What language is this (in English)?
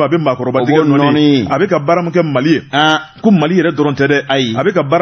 Bambara